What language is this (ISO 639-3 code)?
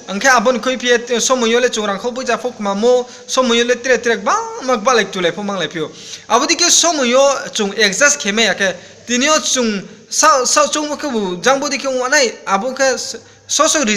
ria